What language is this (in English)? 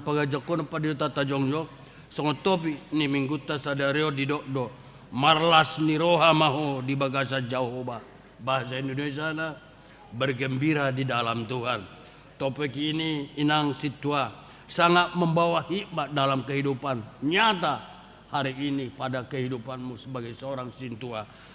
Batak Toba